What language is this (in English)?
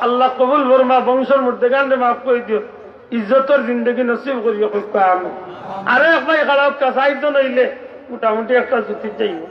Sylheti